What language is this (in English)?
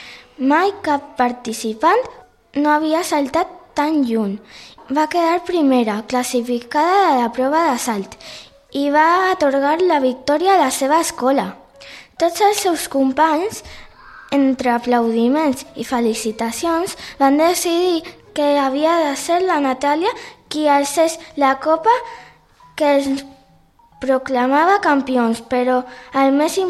Catalan